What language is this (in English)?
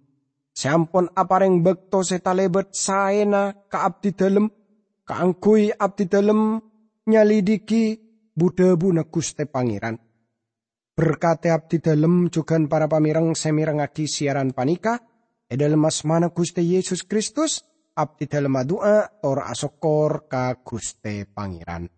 Madurese